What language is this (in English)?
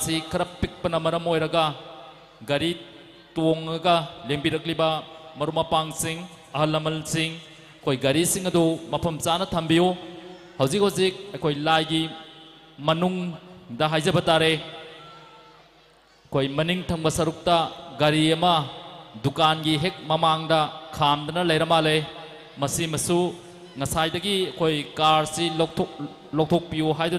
Manipuri